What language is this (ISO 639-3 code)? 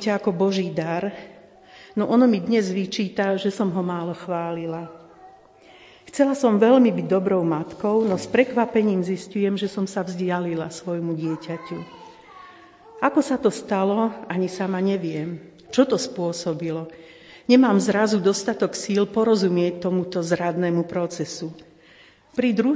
slk